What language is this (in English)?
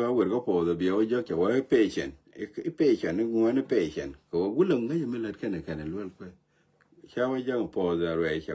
Nuer